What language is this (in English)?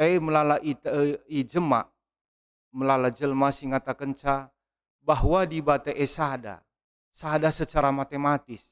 Batak Karo